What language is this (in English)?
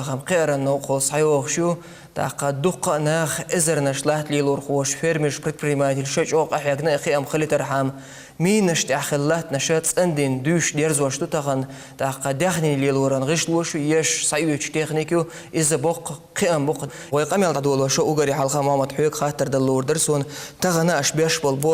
Chechen